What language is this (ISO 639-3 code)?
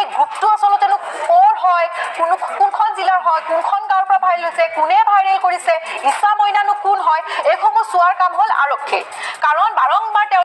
asm